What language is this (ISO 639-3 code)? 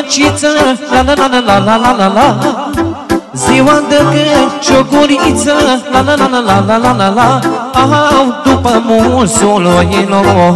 ron